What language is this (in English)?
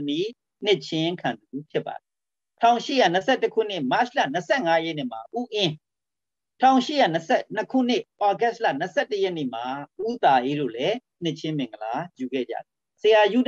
Burmese